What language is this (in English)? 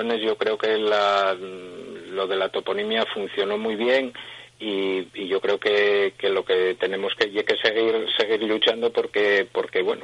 Asturian